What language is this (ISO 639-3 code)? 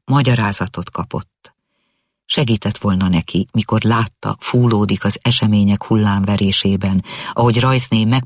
hun